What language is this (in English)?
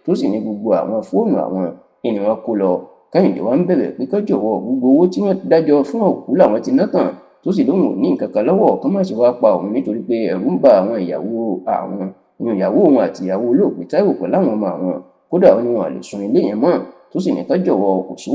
Yoruba